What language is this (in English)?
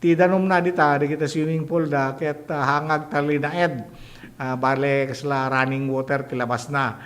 Iloko